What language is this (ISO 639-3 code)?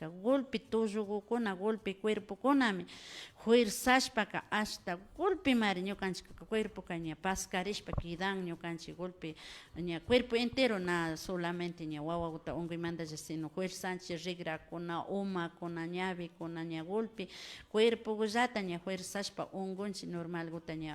qvi